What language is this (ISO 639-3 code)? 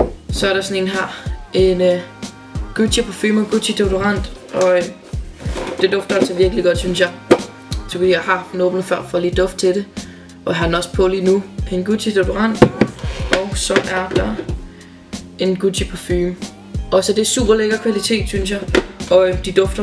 dan